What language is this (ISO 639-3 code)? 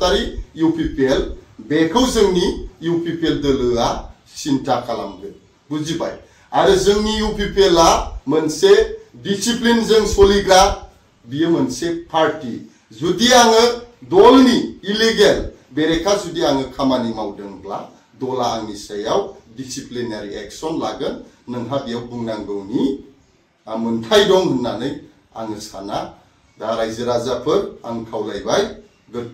brx